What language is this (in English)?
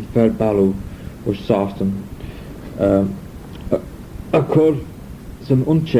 Manx